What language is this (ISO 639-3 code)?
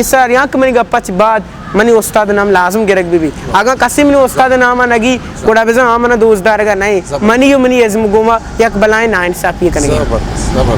bgp